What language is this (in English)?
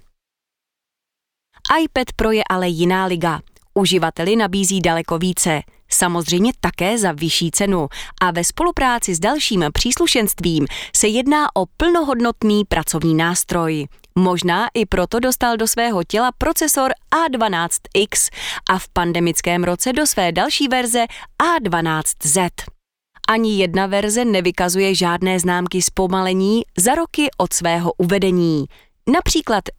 Czech